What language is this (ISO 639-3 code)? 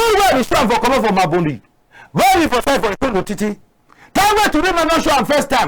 wes